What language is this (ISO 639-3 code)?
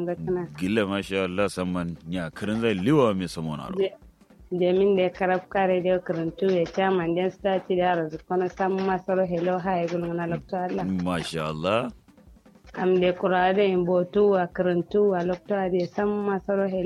kau